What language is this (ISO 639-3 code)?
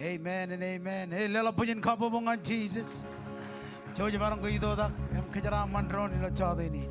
mah